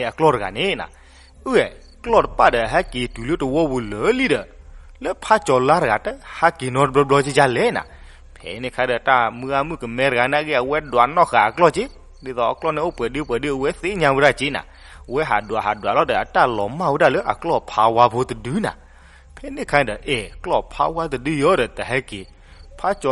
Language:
S'gaw Karen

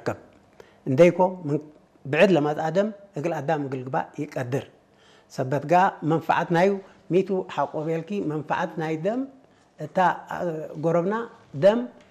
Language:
Tigre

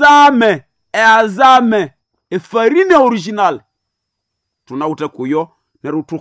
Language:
Swahili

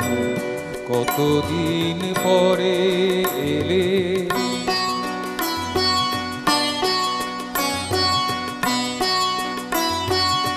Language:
Bangla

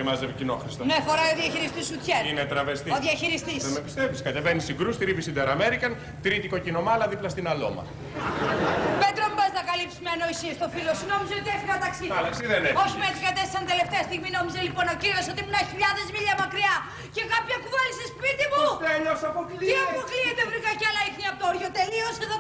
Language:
Greek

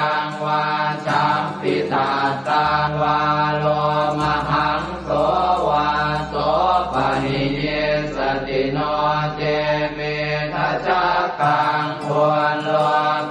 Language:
Pali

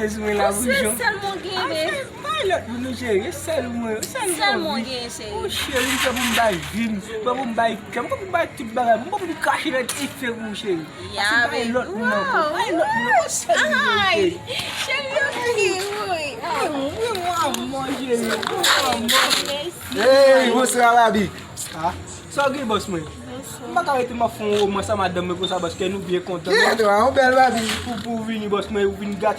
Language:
Haitian Creole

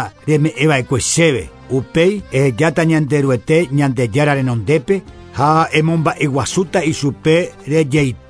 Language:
Guarani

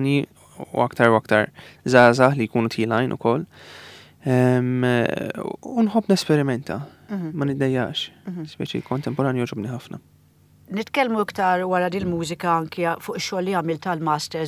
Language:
Maltese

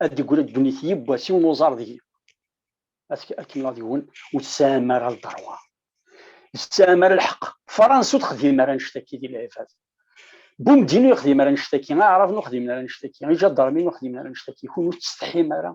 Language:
Kabyle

